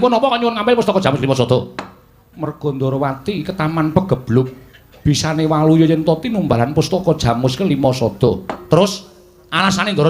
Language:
Javanese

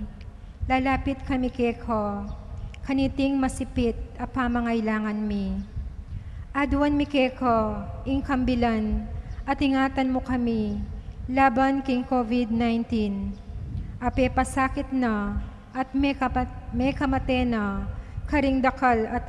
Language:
Pampanga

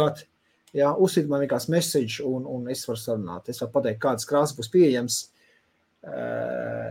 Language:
Latvian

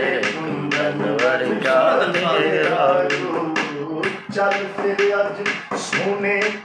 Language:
Saraiki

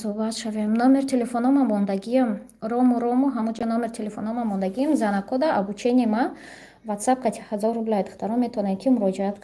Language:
Tajik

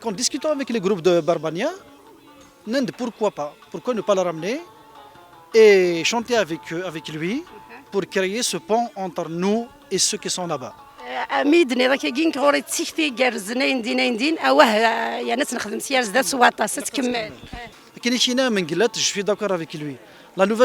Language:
Kabyle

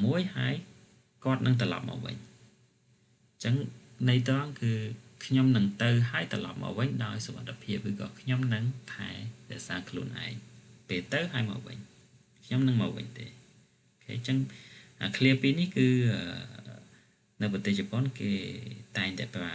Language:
Khmer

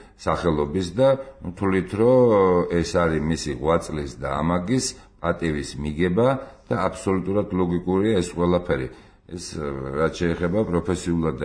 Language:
Georgian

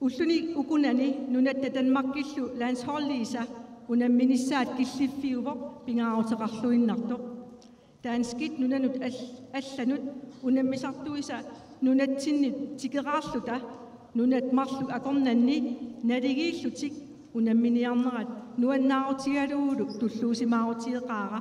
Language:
Kalaallisut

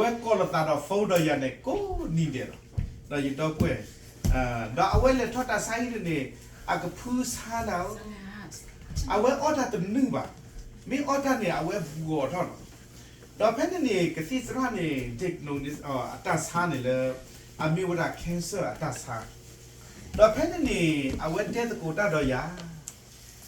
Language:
S'gaw Karen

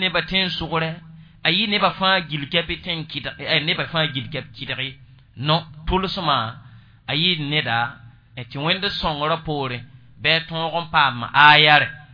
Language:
Mossi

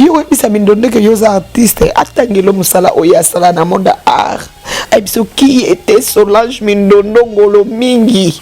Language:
Lingala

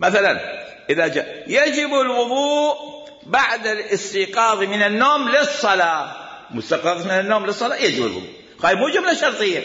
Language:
Mesopotamian Arabic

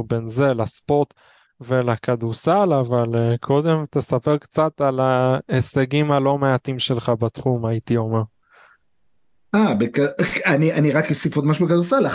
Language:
Hebrew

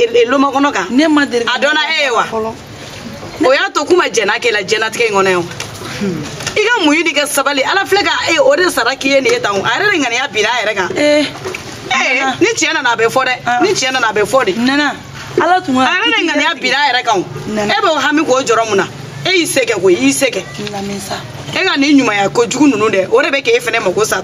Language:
Bambara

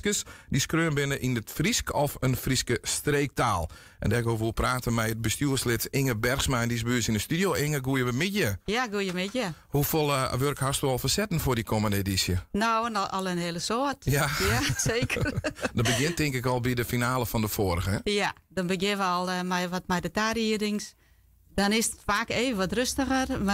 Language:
Western Frisian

